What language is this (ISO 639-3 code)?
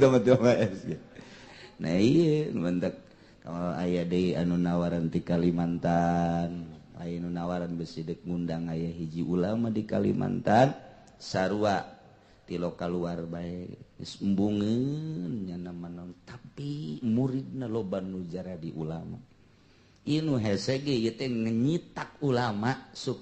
sun